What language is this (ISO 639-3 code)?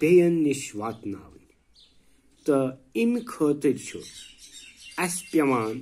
kas